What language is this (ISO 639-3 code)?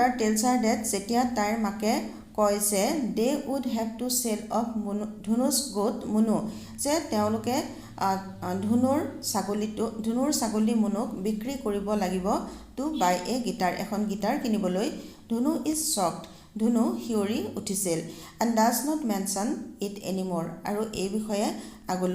asm